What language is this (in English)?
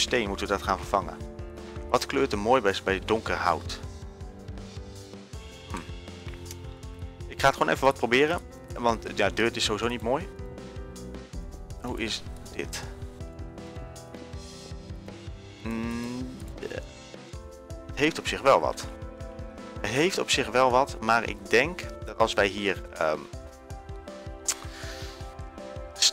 Dutch